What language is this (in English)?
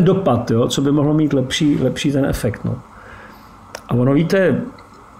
Czech